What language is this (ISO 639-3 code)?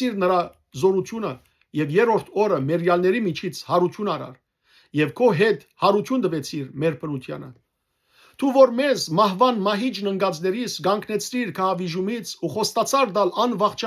hyw